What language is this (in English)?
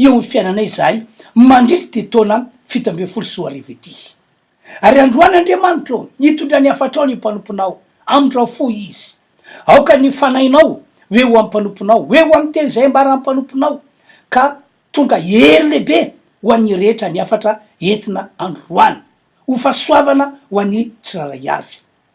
Malagasy